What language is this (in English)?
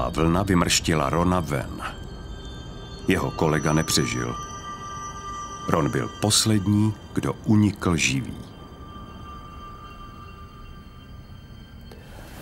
Czech